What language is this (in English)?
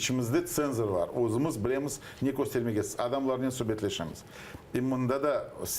Crimean Tatar